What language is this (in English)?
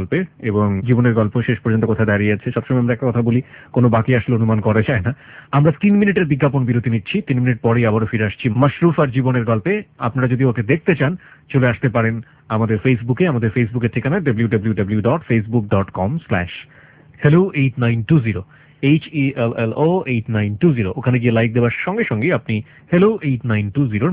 Bangla